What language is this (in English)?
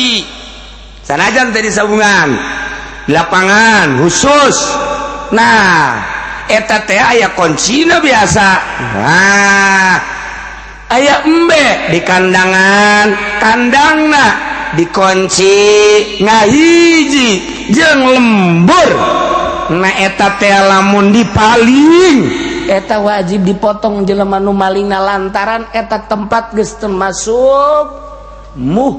Sundanese